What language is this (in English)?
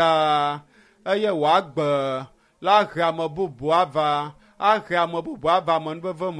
Ewe